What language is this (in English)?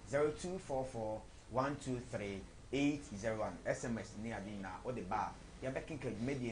Akan